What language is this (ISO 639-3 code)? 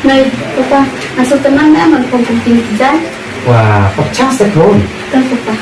kha